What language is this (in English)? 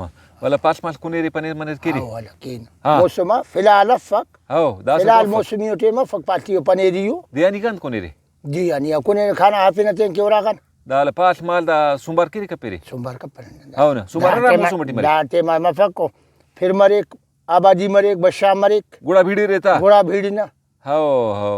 Brahui